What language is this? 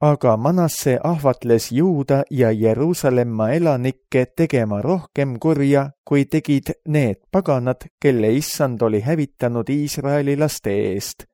Estonian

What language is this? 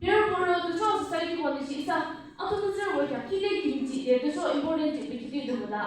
Yimchungru Naga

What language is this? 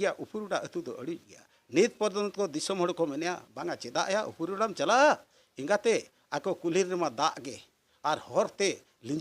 Santali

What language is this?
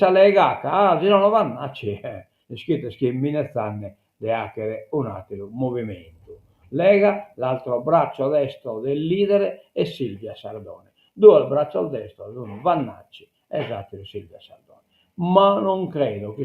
Sardinian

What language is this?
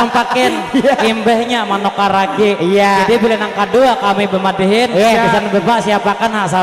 Banjar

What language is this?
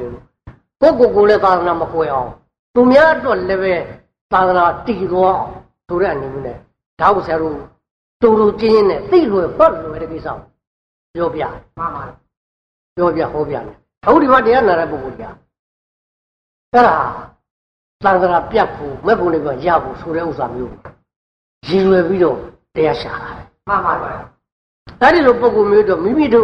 Burmese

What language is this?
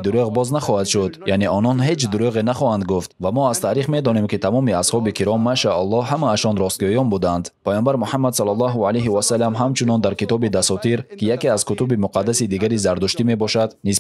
Tajik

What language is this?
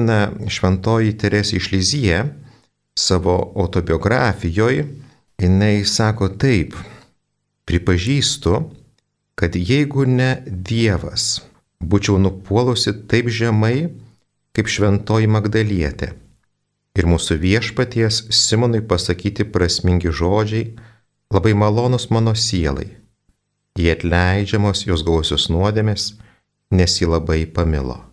Lithuanian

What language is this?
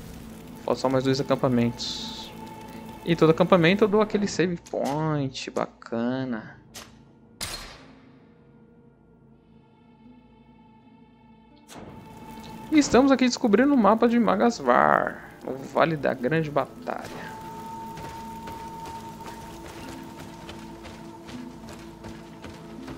Portuguese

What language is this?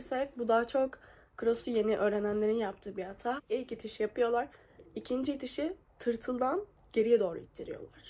Turkish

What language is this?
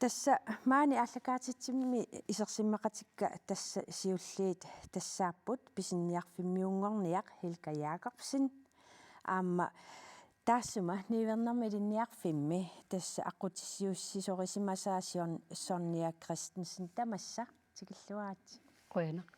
Kalaallisut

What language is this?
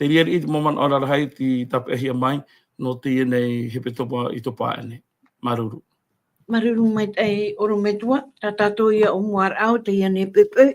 Tahitian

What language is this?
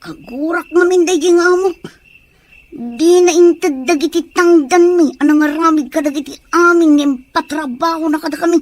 Iloko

